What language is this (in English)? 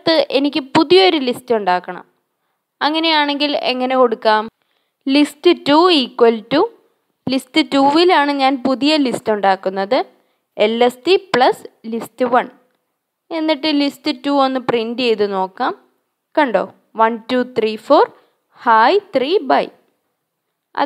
Malayalam